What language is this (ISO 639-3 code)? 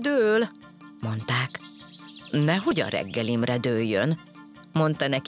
hun